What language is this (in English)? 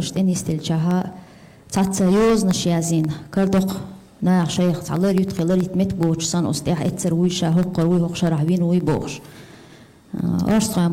Chechen